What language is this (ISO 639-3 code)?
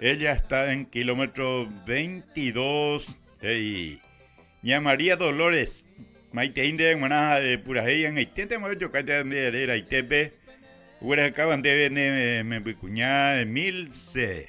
grn